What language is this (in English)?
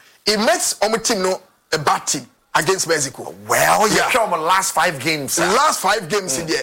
English